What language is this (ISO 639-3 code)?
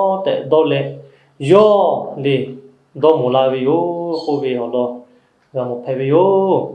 lhu